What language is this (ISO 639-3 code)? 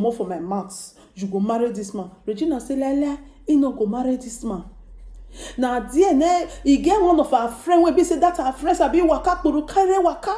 pcm